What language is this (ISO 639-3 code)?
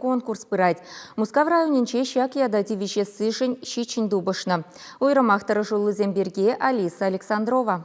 chv